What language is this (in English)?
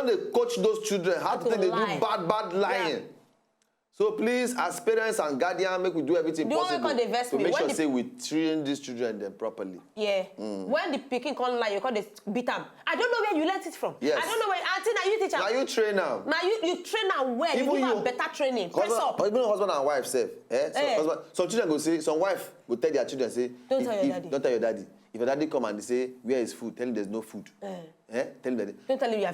Nigerian Pidgin